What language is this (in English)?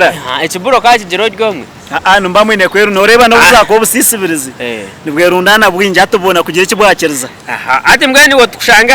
Nyankole